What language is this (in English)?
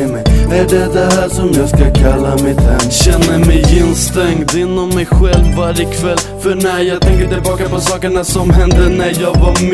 Swedish